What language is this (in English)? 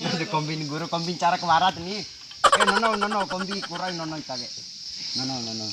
Bima